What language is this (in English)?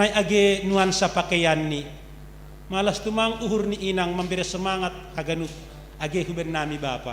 Batak Simalungun